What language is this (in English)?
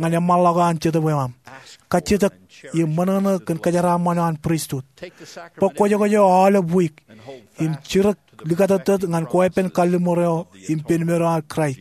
Marshallese